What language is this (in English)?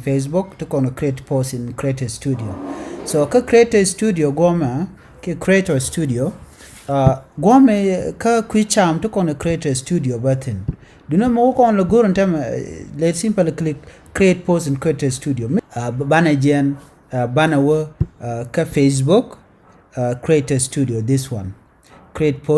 Nuer